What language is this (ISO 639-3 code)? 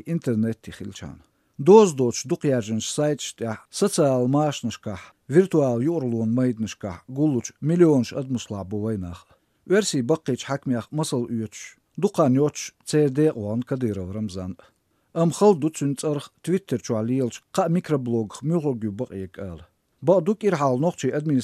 slv